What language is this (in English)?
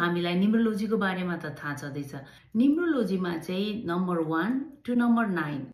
Nepali